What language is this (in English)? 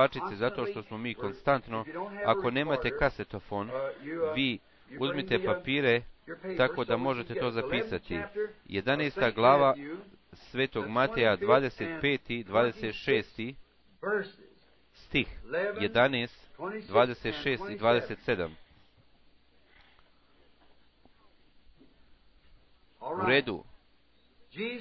Bosnian